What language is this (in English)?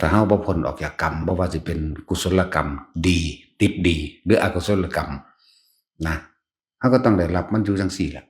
Northeastern Thai